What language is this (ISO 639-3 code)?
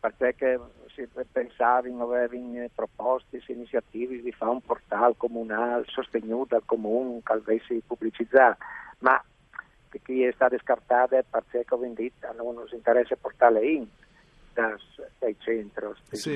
fur